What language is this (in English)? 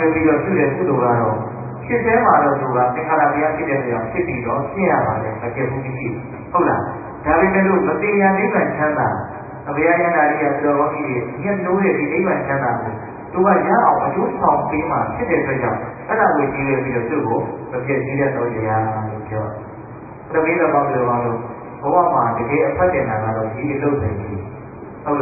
Burmese